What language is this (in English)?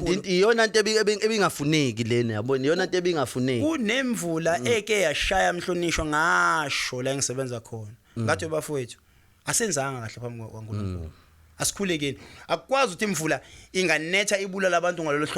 Zulu